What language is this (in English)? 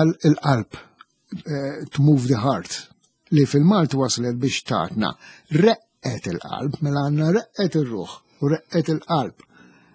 Maltese